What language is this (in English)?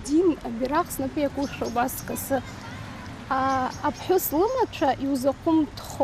Abkhazian